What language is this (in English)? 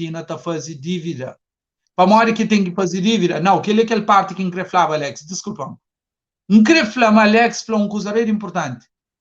Kabuverdianu